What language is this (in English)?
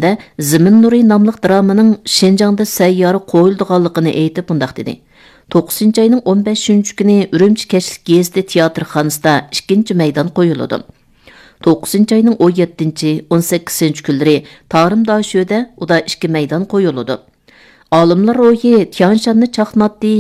Uyghur